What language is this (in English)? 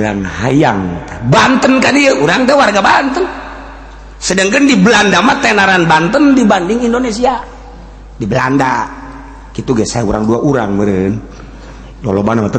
Sundanese